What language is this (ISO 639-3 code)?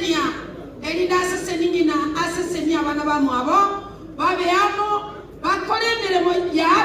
guz